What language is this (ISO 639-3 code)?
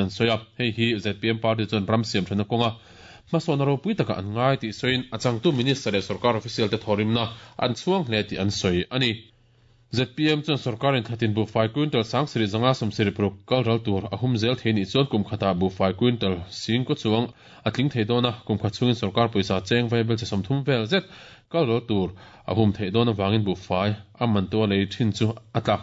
lus